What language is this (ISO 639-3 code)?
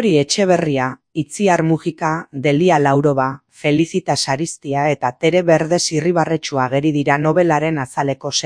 eus